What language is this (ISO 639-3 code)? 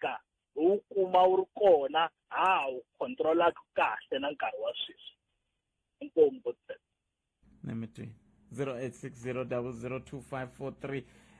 tso